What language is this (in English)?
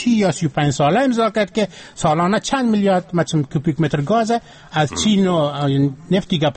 Persian